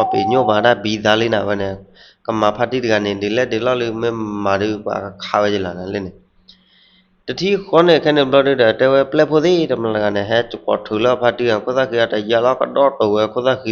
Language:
S'gaw Karen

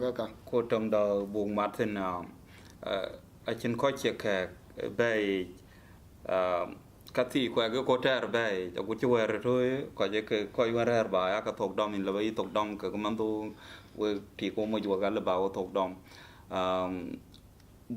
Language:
Dinka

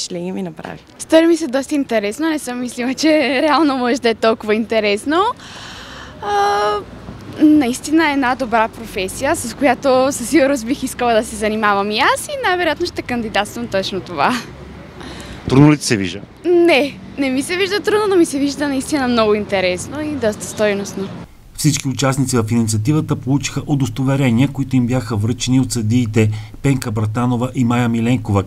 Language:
Bulgarian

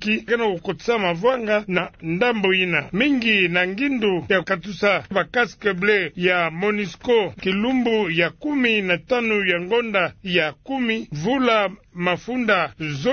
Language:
Kituba (Democratic Republic of Congo)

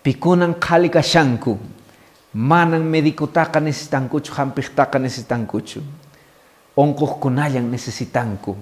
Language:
Quechua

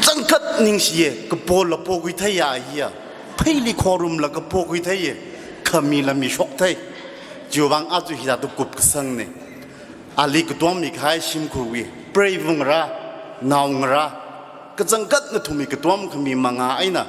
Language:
Tangkhul Naga (India)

